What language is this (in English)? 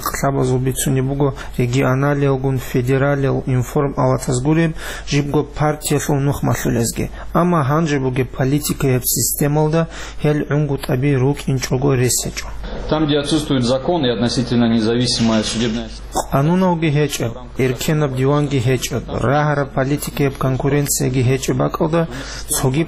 Avaric